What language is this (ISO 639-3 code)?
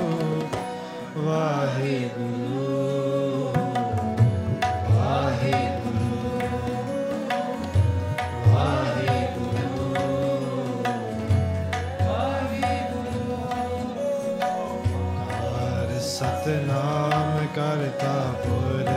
pan